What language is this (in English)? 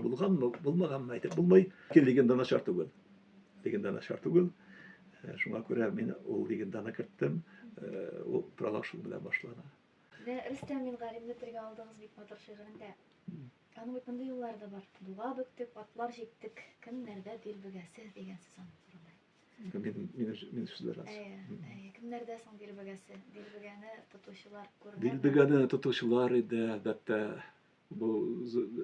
Tatar